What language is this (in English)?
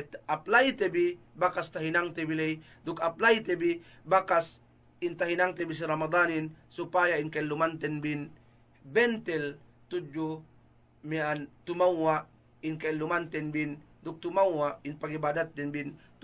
Yakan